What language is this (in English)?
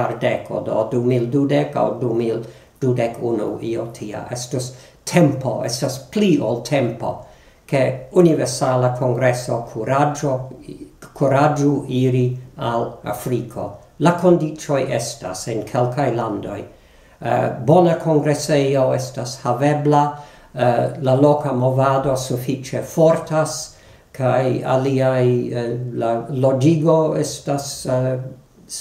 Esperanto